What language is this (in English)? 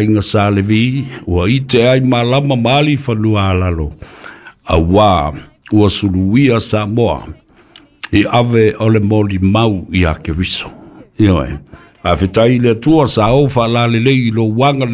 Samoan